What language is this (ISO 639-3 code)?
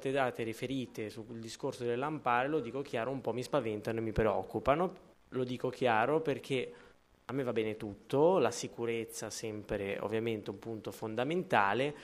ita